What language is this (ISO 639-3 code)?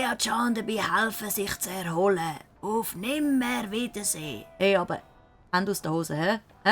gsw